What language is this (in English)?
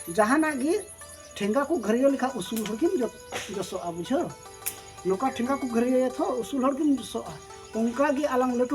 Santali